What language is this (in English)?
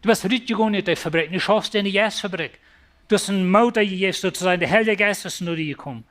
Plautdietsch